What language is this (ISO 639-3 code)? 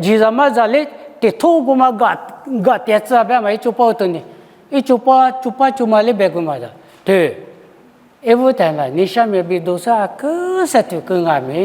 lis